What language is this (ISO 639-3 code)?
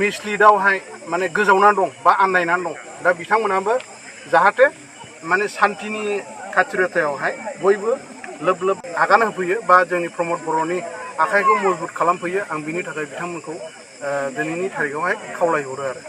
brx